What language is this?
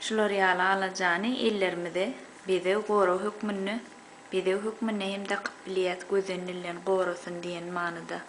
Turkmen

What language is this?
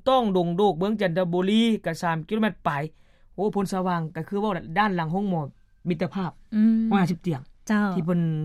Lao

